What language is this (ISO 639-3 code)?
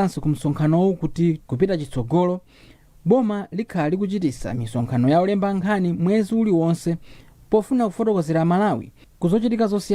nya